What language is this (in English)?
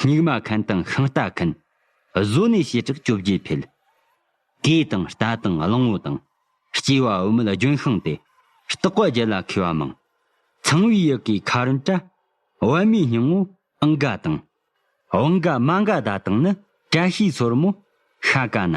Tibetan